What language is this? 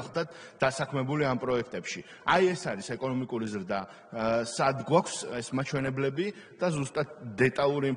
Georgian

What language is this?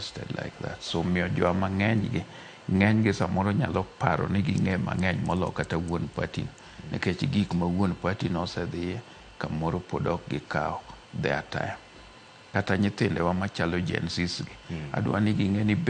Luo (Kenya and Tanzania)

